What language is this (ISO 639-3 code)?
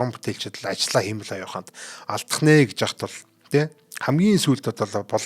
mon